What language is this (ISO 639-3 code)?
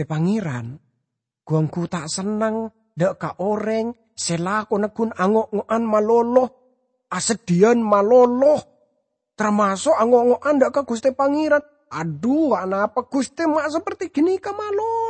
mad